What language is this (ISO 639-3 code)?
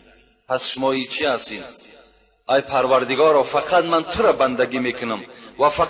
tgk